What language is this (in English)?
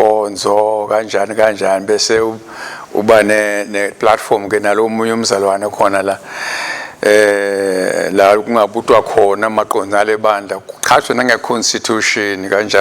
Swati